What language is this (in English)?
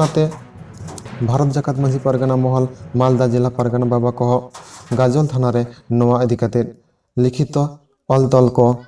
Santali